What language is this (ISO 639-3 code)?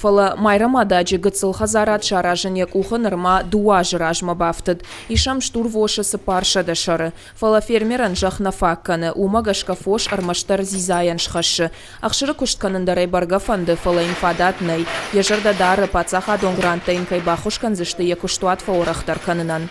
oss